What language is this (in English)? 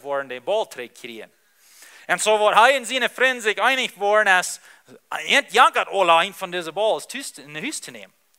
Plautdietsch